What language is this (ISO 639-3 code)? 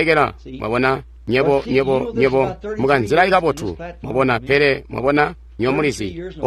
toi